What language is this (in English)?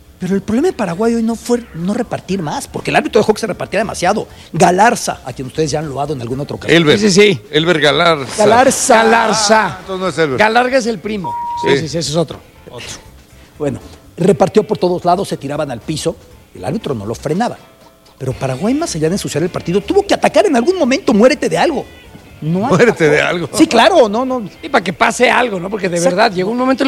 Spanish